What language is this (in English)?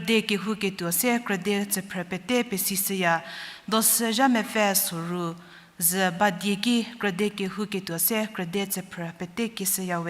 Angami Naga